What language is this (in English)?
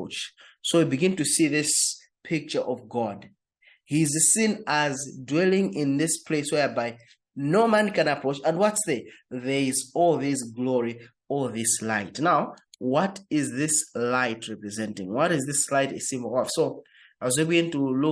English